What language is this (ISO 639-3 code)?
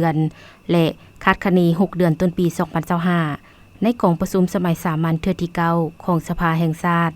lao